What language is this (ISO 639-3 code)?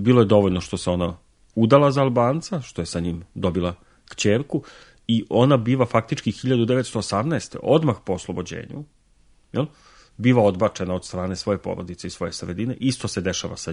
srp